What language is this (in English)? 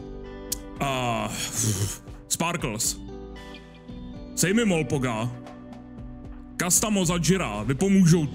Czech